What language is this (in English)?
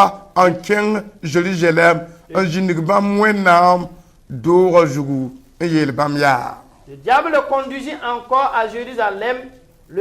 Mossi